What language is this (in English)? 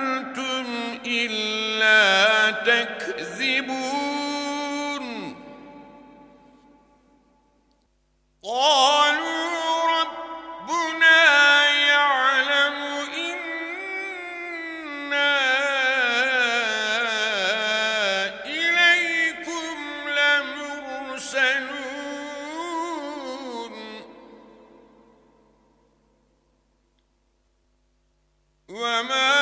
Arabic